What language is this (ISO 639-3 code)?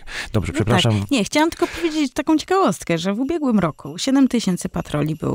pol